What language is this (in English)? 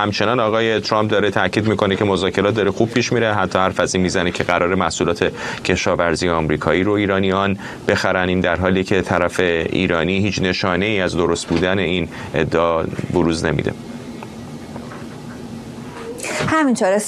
Persian